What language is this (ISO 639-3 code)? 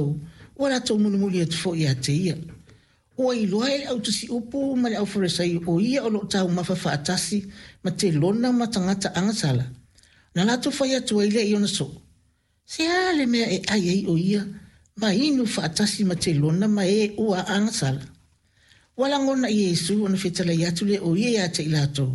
smo